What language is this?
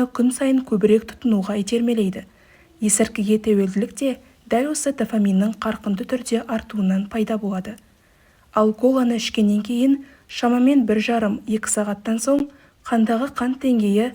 Kazakh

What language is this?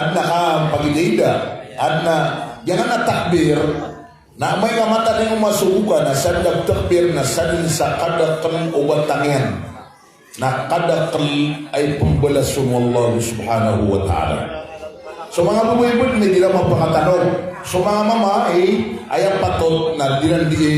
Maranao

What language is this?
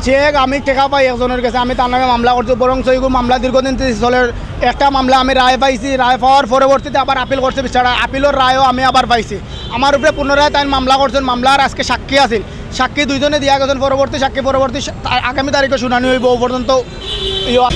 Sylheti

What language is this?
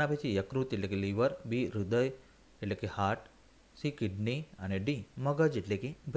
Gujarati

